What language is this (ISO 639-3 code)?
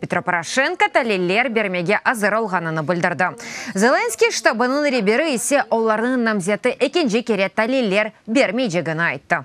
crh